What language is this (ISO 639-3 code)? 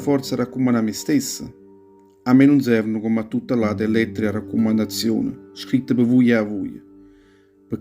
nap